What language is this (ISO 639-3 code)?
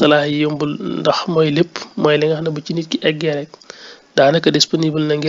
wol